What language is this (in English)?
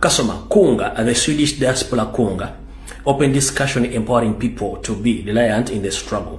Ganda